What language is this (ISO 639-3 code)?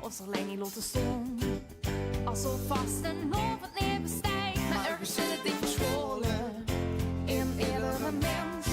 lim